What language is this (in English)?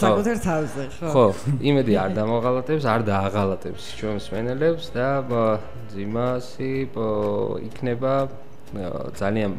Georgian